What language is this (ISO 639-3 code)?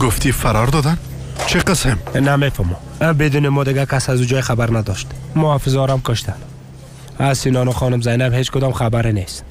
fas